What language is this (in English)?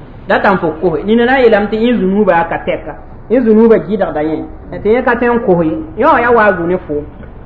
Mossi